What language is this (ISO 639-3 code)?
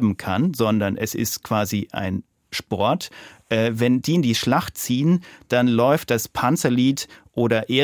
deu